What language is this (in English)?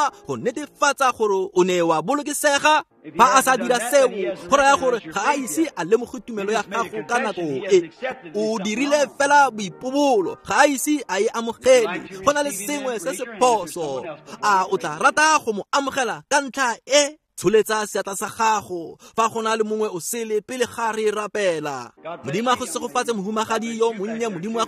Tswana